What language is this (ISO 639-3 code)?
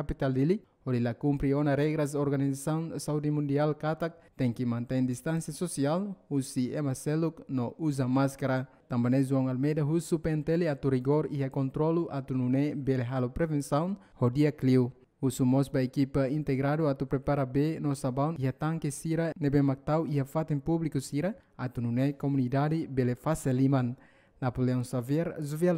tet